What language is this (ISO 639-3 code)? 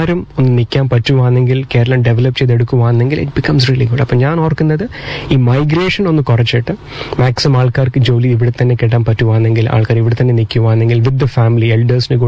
mal